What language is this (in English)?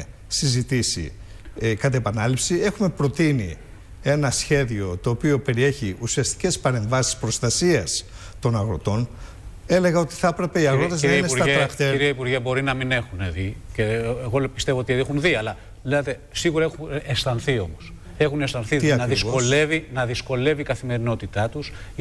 Greek